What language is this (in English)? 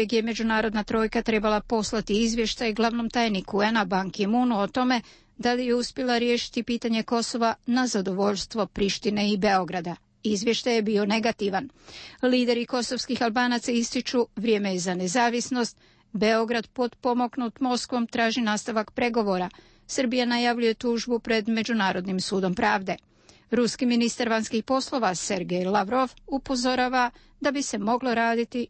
Croatian